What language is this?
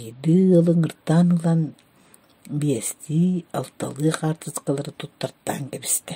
Yakut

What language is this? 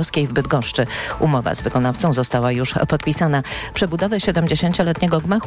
Polish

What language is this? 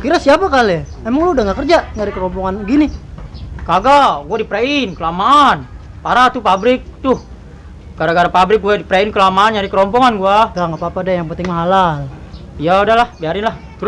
Betawi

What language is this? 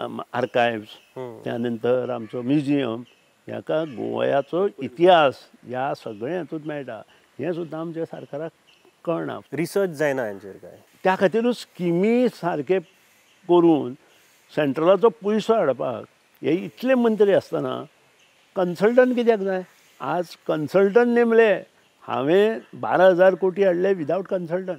Konkani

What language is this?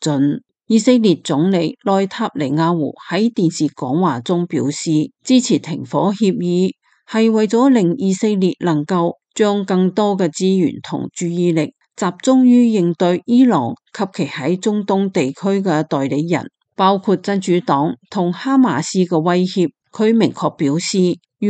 Cantonese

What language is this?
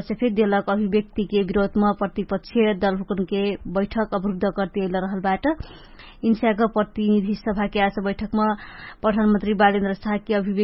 Dangaura Tharu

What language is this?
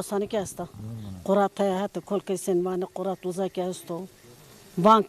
Zaza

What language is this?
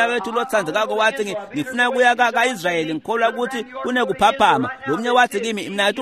Swati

